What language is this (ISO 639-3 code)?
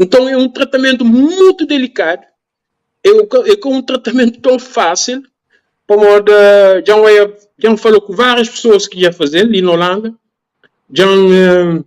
kea